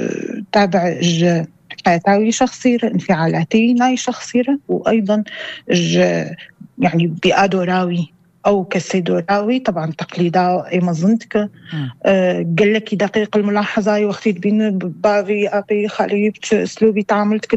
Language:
North Levantine Arabic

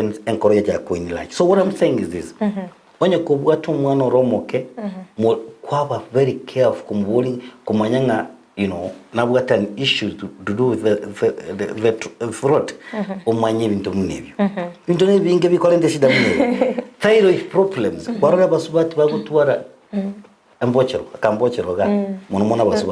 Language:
Gusii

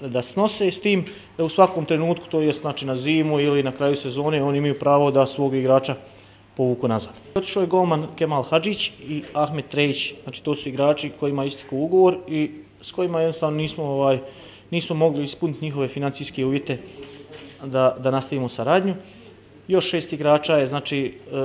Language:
Bosnian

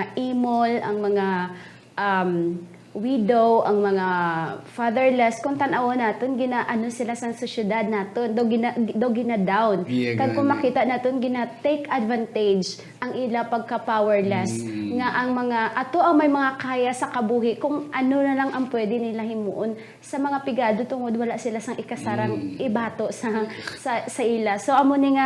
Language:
Hiligaynon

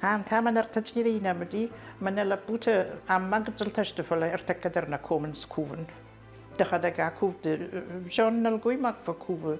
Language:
Ossetic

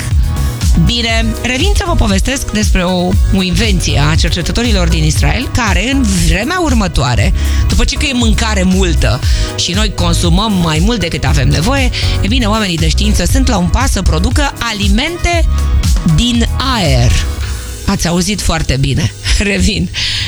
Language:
Romanian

